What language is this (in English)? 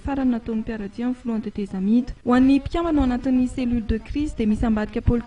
Malagasy